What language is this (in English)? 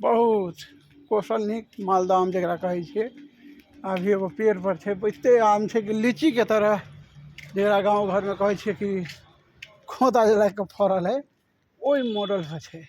Maithili